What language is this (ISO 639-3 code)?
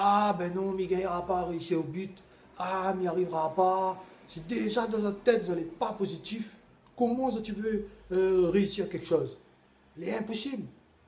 rcf